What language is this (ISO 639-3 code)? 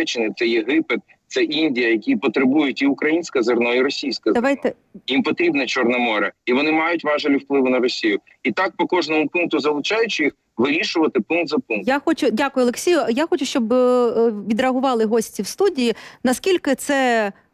ukr